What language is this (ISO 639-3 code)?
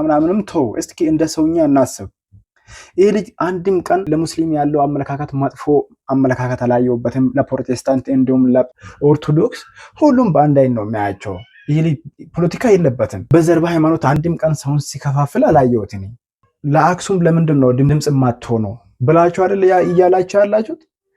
amh